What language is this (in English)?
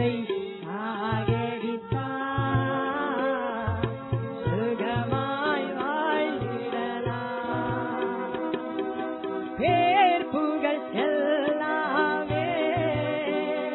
Tamil